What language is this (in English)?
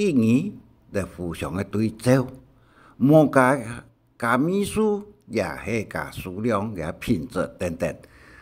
Hakka Chinese